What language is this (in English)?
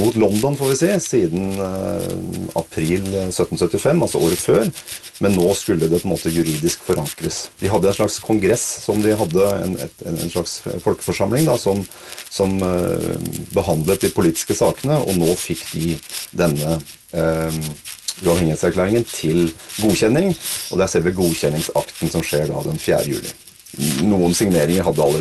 Norwegian